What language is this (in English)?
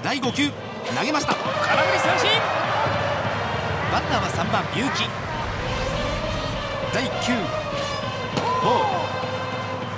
Japanese